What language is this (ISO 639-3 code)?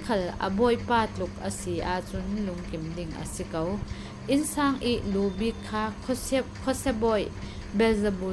cfm